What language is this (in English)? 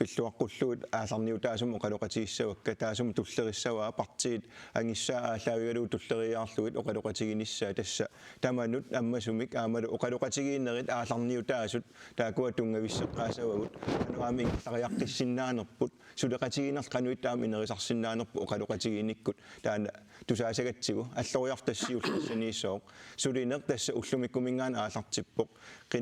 Kalaallisut